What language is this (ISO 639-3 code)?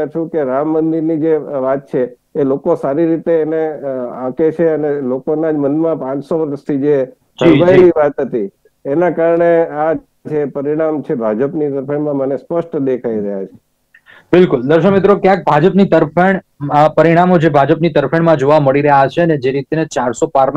guj